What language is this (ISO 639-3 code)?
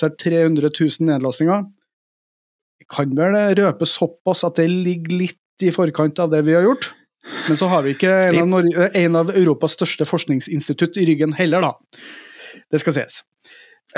nor